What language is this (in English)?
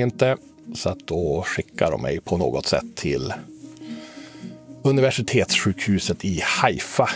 Swedish